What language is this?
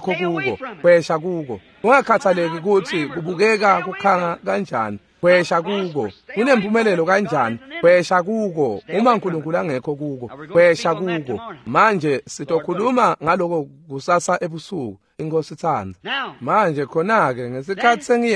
Swati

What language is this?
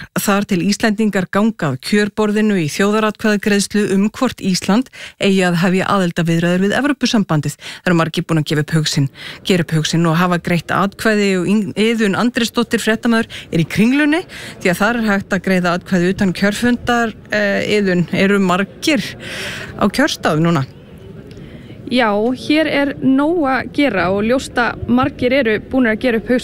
Icelandic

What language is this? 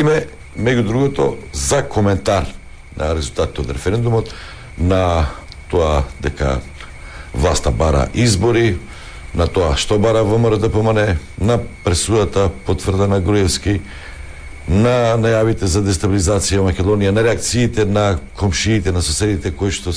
Macedonian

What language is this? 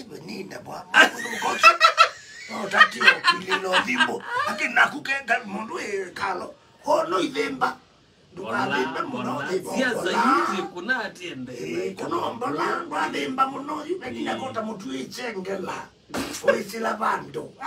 Kamba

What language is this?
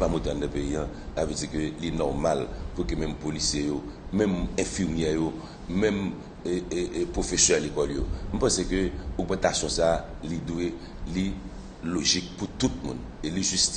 Haitian Creole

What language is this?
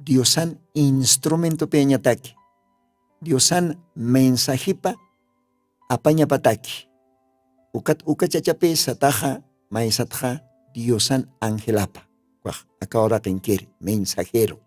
Aymara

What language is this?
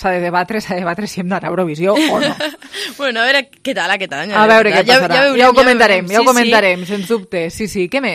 Catalan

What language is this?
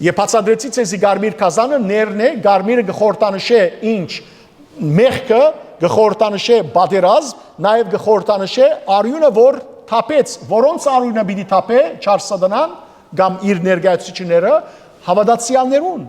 Western Armenian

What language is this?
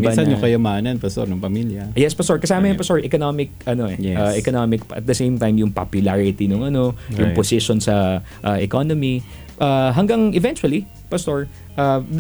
Filipino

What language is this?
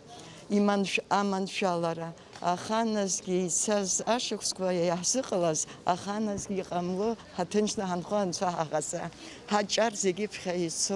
Abkhazian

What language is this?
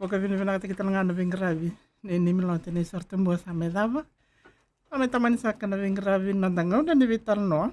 Fijian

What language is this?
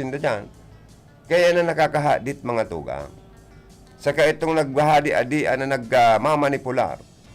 Bikol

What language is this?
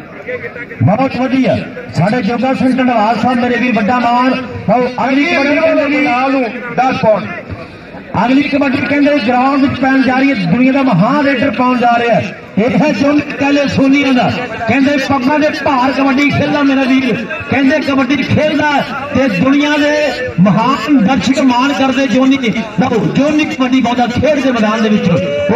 Punjabi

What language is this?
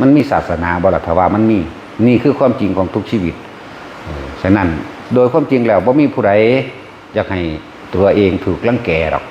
Northeastern Thai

